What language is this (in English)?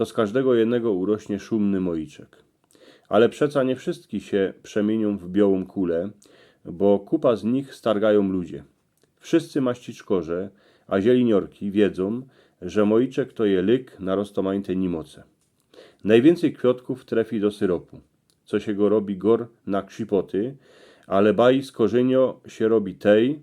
Silesian